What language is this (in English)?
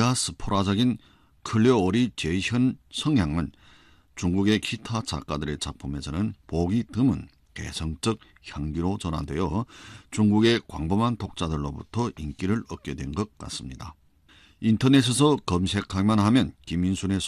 Korean